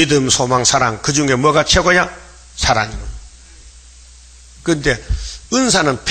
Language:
Korean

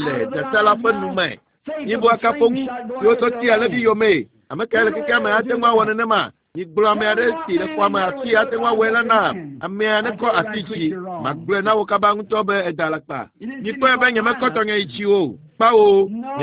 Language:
Ewe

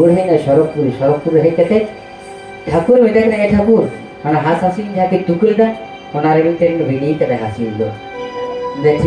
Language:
Santali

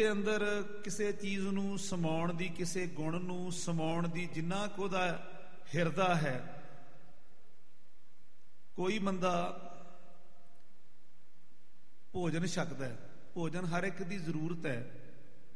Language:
Punjabi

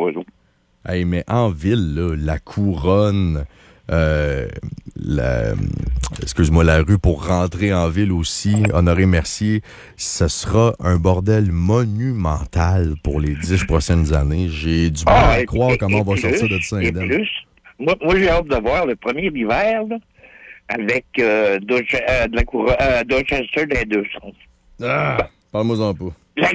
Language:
French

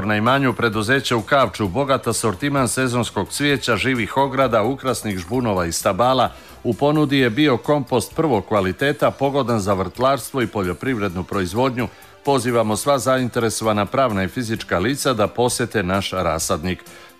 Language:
Serbian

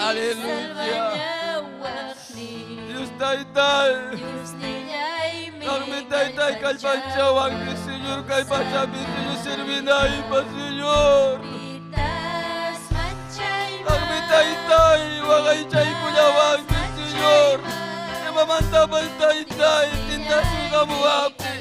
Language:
Ayacucho Quechua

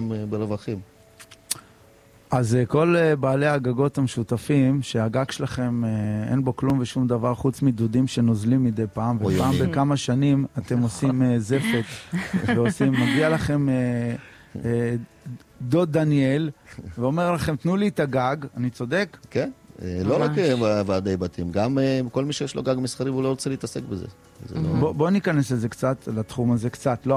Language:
Hebrew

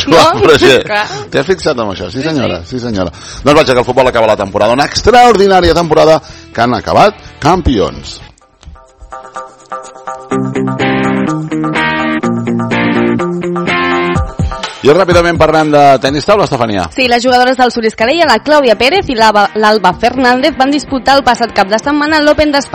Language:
Catalan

